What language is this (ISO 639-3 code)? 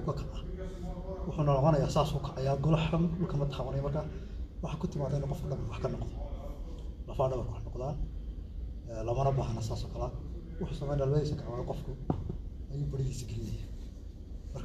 som